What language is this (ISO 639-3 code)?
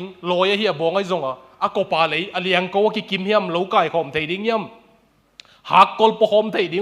ctd